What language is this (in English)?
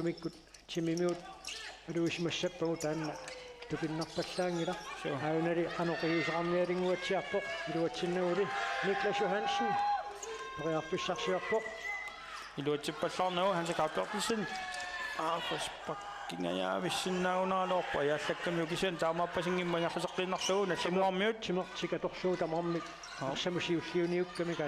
Kalaallisut